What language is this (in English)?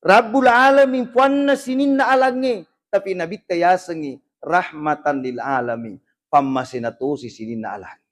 Buginese